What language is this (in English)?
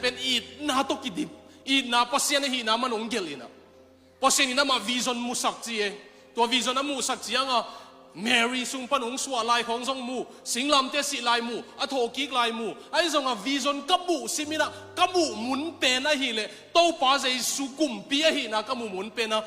Tedim Chin